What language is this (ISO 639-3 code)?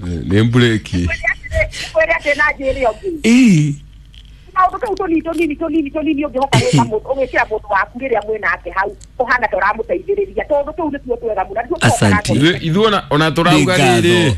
kik